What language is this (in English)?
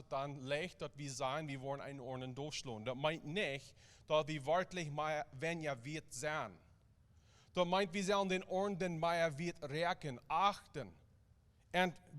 Plautdietsch